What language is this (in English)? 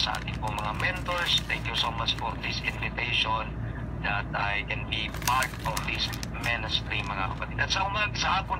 Filipino